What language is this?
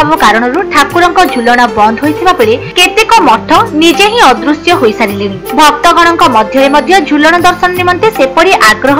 Odia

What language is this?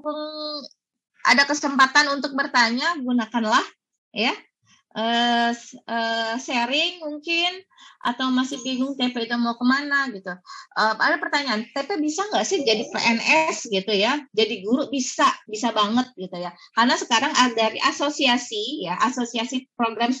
Indonesian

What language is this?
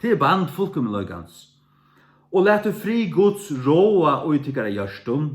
Faroese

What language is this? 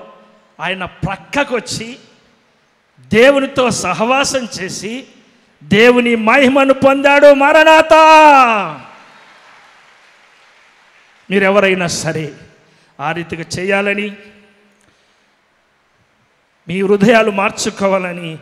Telugu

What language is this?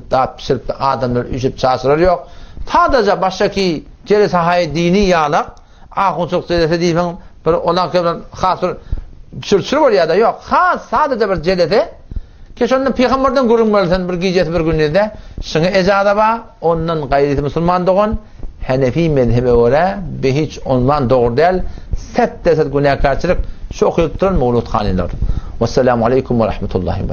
Turkmen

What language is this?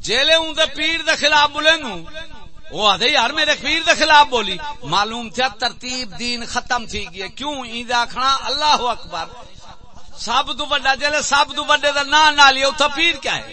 Saraiki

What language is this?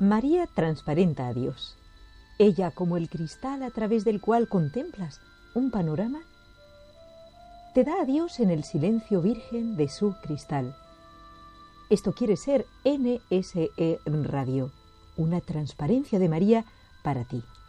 Spanish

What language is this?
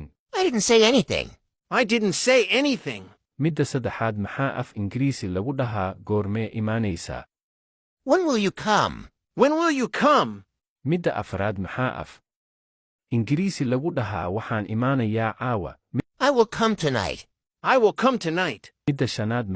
Somali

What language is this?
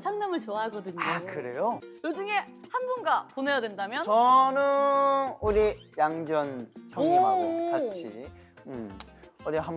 Korean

